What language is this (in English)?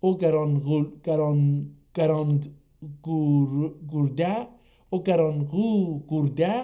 South Azerbaijani